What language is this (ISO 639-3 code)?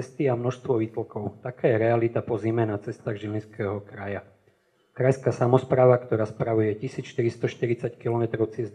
slk